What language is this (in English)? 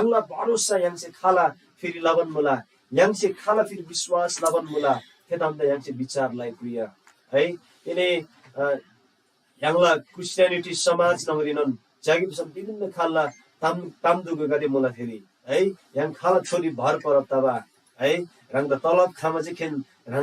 Eastern Tamang